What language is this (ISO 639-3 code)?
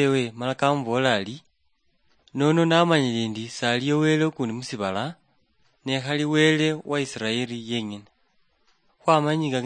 luy